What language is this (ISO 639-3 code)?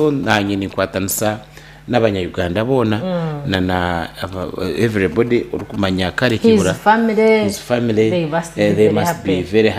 nyn